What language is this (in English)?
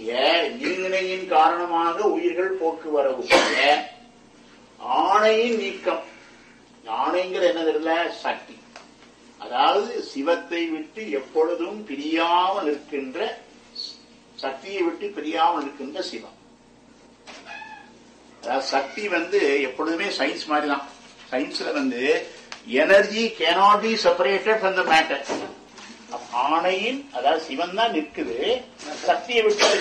Tamil